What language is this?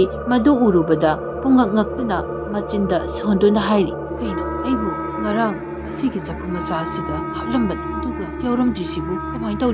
Manipuri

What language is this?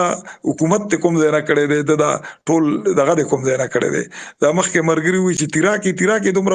Pashto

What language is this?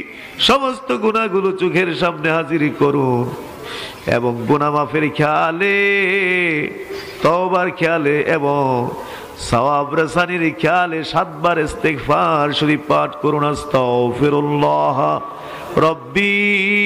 Bangla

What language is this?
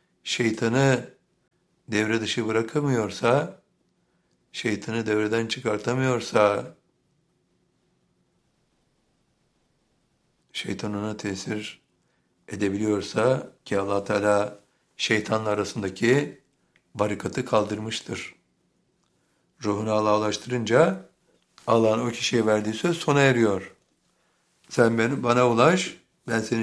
Turkish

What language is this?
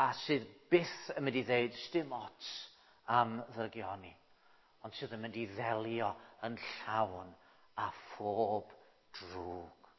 Welsh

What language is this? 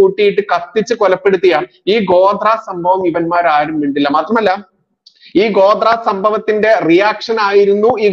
Malayalam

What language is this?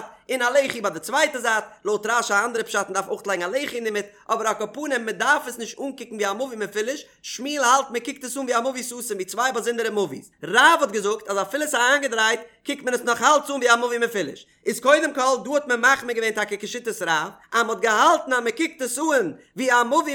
Yiddish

